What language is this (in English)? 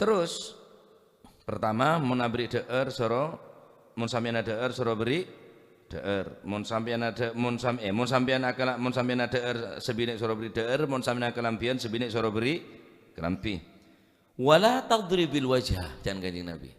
Madurese